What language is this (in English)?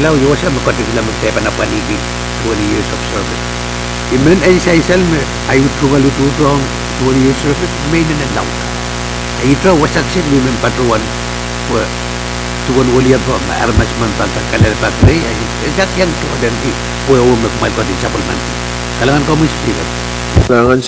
Pohnpeian